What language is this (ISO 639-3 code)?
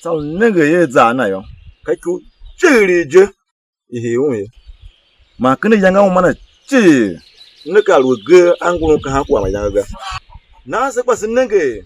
tiv